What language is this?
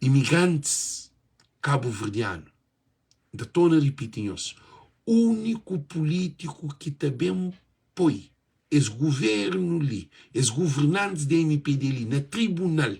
Kabuverdianu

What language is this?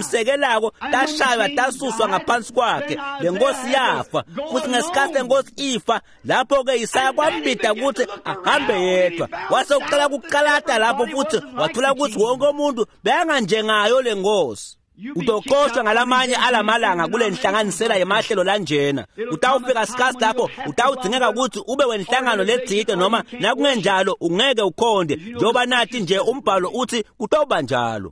Swati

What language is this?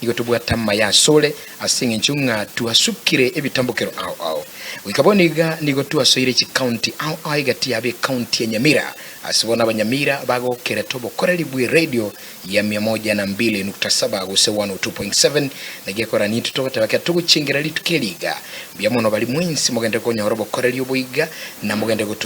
Gusii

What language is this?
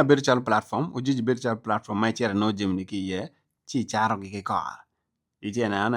Acoli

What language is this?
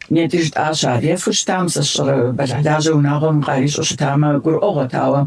Kabardian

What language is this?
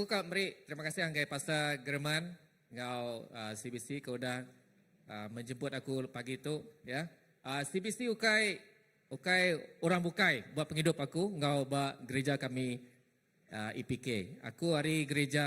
Iban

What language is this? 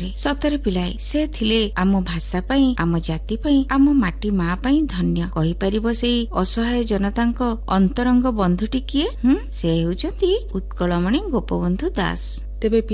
Odia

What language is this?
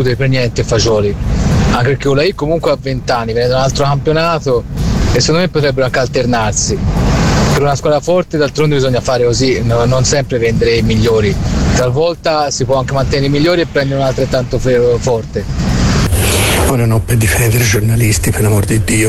Italian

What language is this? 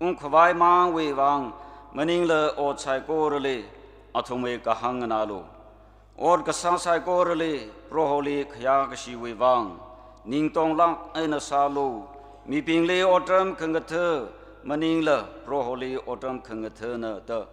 Tangkhul Naga (India)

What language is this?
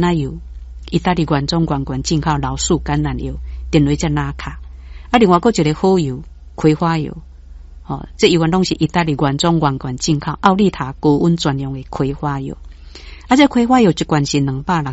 Min Nan Chinese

